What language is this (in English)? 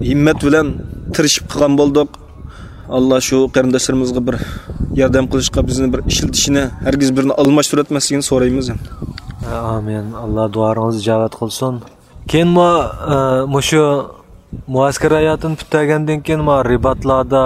Uyghur